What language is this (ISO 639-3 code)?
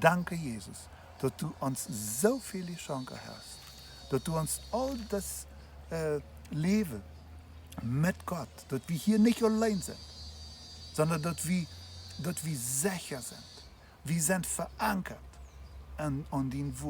pdt